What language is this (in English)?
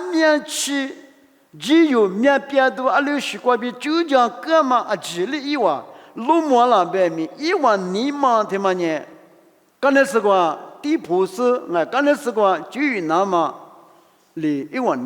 Lisu